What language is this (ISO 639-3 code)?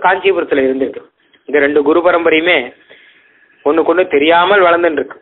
tam